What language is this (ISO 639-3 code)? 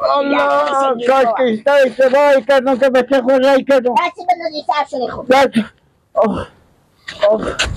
fas